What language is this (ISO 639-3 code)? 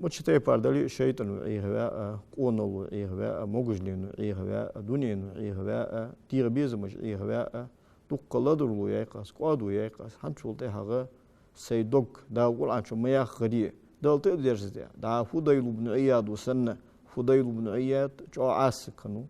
inh